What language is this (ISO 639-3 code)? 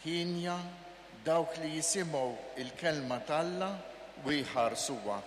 mlt